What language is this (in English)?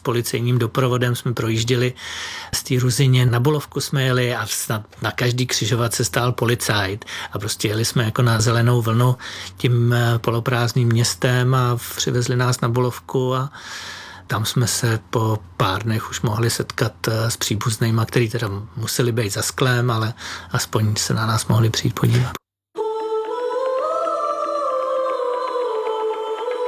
Czech